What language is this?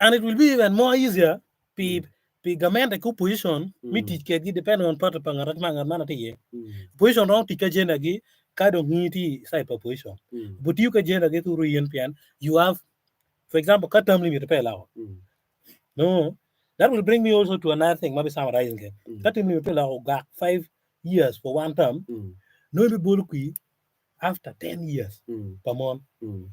Acoli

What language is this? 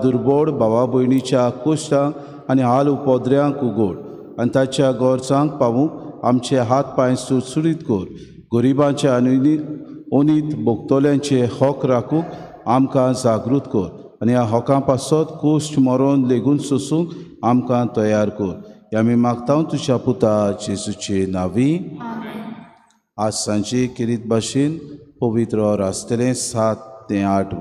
Konkani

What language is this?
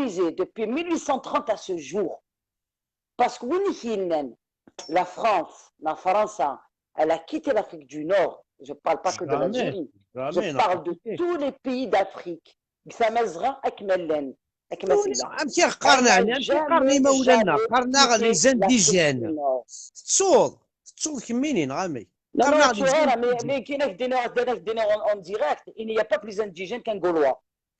Kabyle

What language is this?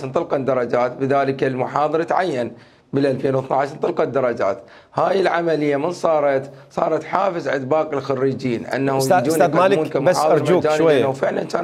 Mesopotamian Arabic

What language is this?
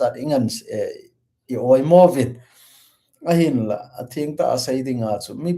Thado Chin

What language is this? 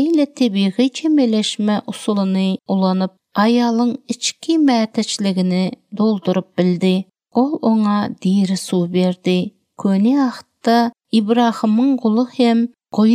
Turkmen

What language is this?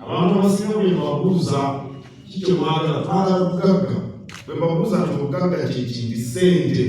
Ganda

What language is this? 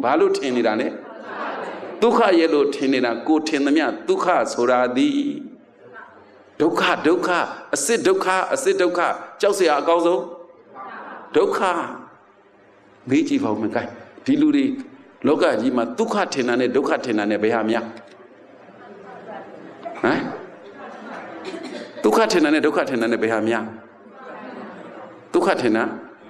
Burmese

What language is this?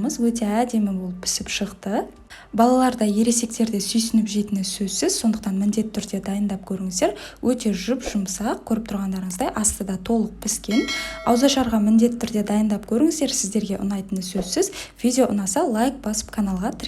Kazakh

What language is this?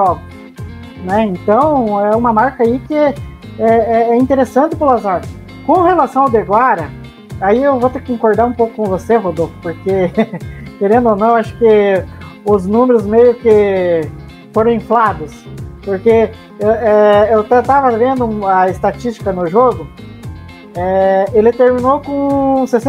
Portuguese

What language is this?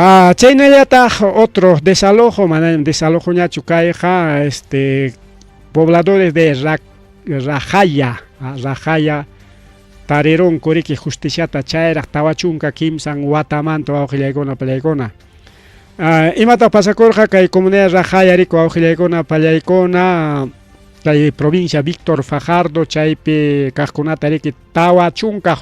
Ayacucho Quechua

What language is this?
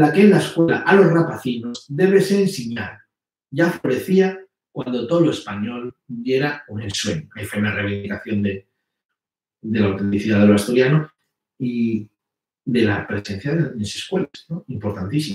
Asturian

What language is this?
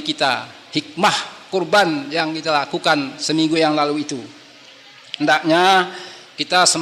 Indonesian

